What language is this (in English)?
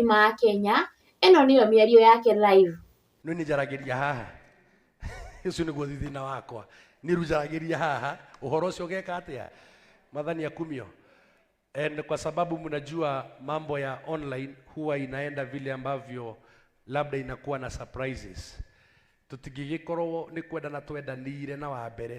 Kikuyu